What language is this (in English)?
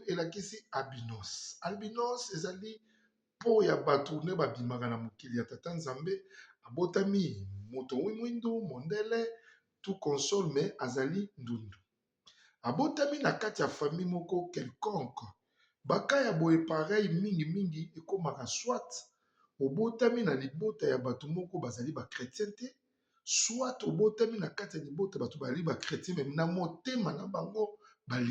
Lingala